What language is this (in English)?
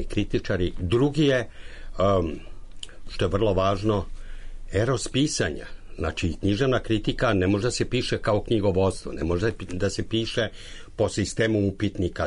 Serbian